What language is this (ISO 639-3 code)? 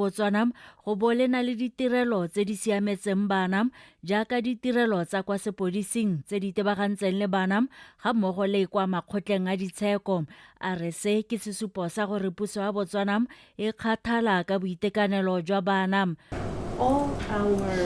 tsn